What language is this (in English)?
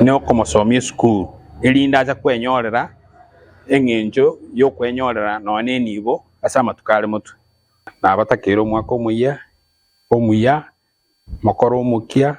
Gusii